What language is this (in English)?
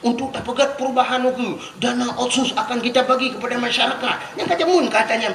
Achinese